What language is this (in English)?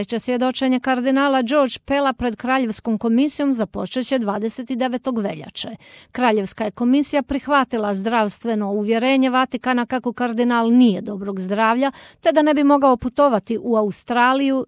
Croatian